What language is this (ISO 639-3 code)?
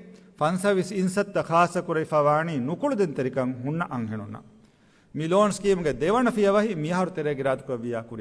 div